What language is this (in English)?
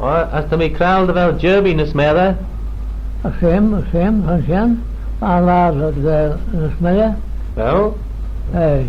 Manx